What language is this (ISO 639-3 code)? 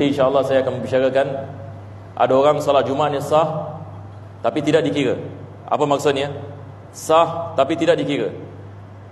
msa